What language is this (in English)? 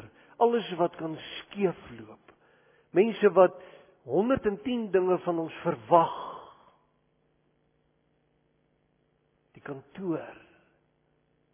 Afrikaans